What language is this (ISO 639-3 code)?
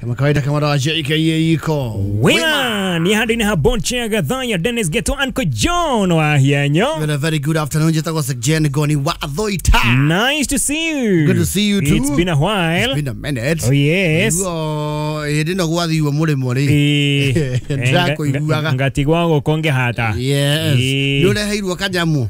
kik